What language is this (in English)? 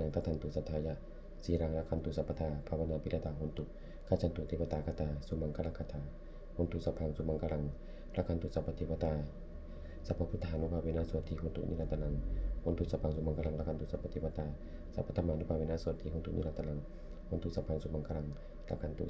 Pali